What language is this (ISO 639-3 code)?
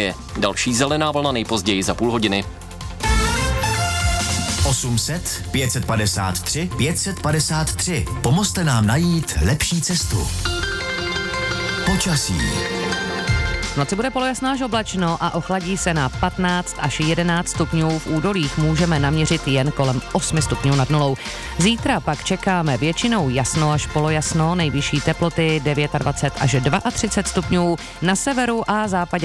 ces